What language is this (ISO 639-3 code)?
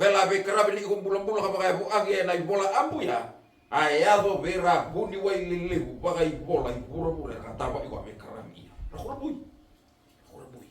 fij